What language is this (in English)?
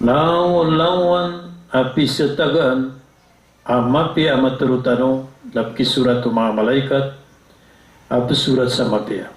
Maranao